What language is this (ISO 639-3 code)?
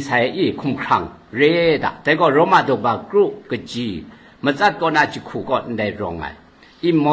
kac